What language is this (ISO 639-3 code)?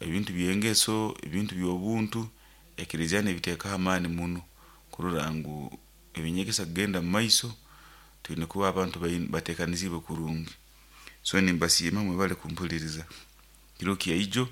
nyo